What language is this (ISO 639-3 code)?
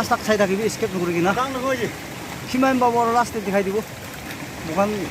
nag